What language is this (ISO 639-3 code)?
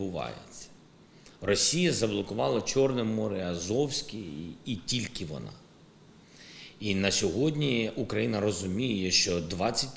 ukr